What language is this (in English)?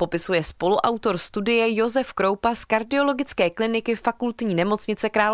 Czech